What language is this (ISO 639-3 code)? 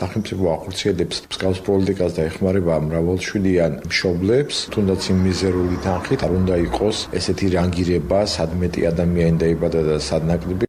kat